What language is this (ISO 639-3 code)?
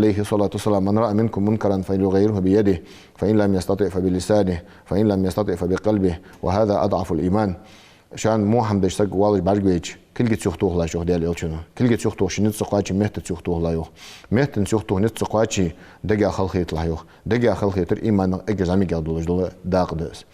inh